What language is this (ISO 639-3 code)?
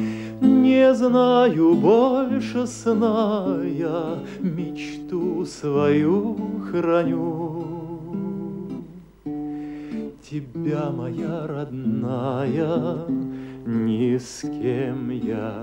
rus